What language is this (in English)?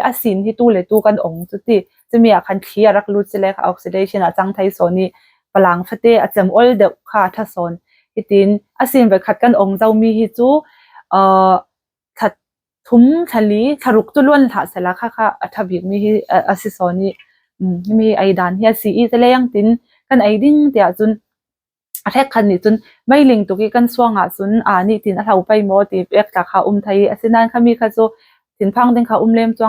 Falam Chin